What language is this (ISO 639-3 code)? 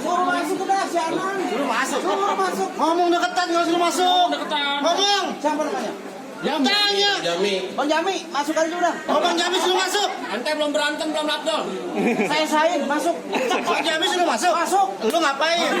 bew